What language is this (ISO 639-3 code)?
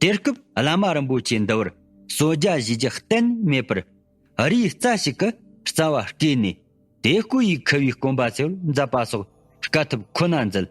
bod